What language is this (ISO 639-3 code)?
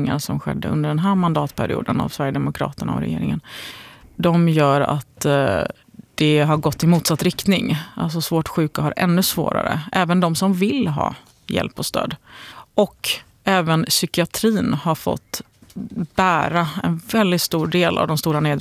swe